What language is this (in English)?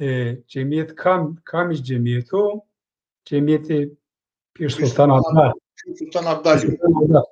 Zaza